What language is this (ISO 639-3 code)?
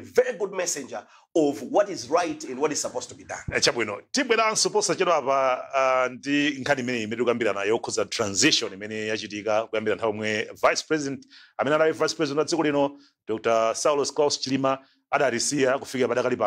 nya